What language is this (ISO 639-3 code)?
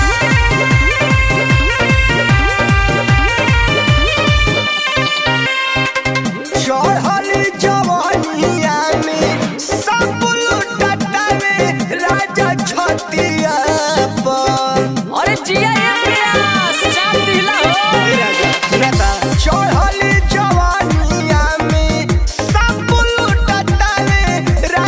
bho